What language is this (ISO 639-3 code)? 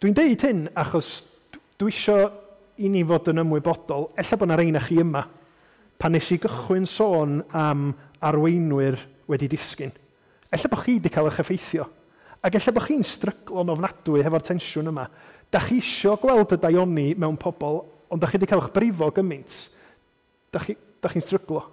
cym